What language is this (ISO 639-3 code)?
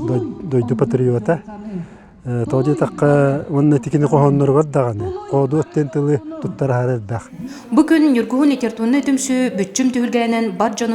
sah